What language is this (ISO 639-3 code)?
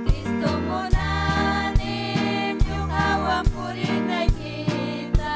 quy